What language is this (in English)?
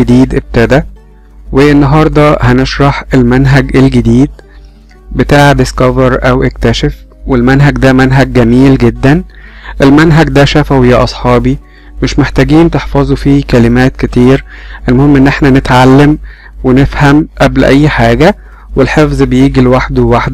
Egyptian Arabic